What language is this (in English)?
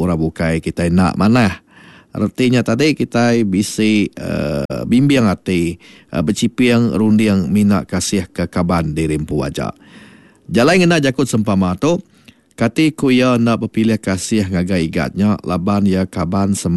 Iban